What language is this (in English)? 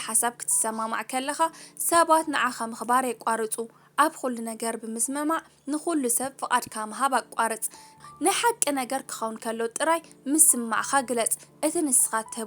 Tigrinya